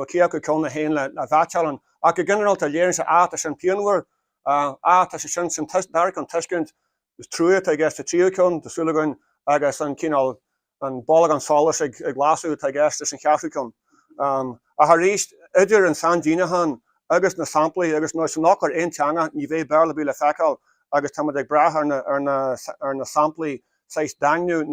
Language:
Irish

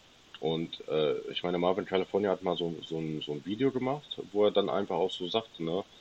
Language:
German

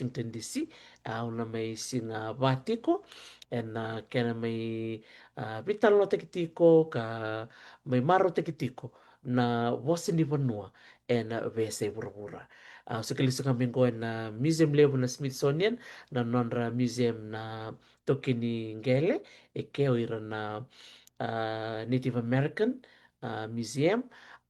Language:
Fijian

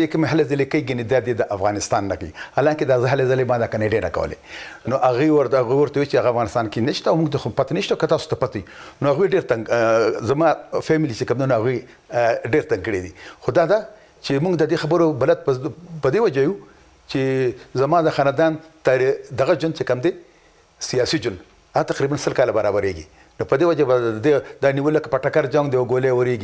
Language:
Pashto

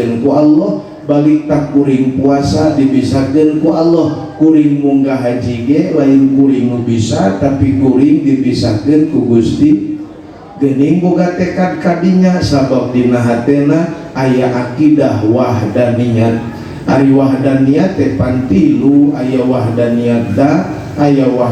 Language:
Sundanese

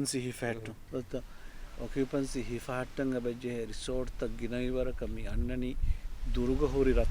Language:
Divehi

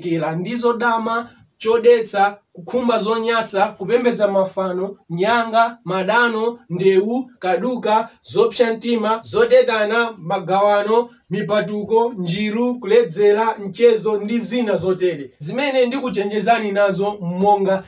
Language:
Nyanja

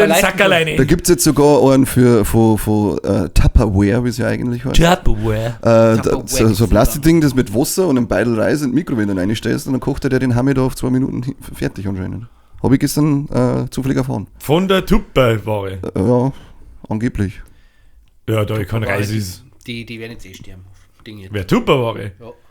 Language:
Bavarian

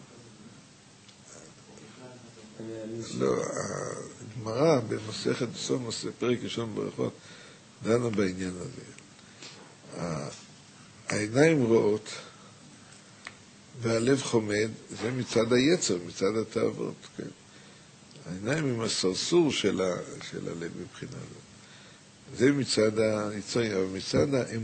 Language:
Hebrew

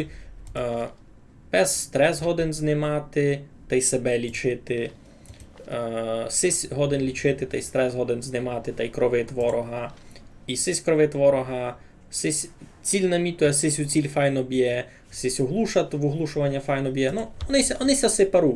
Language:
Rusyn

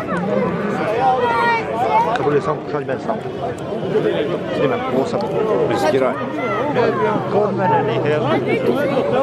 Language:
Croatian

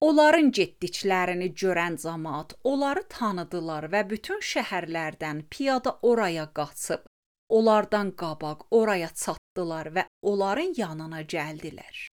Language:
Azerbaijani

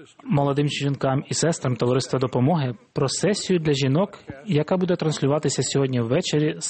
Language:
Ukrainian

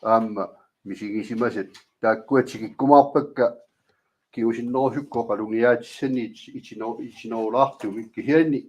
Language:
Kalaallisut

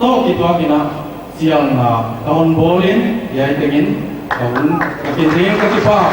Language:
Paite Chin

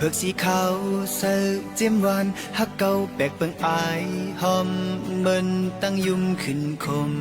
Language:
Shan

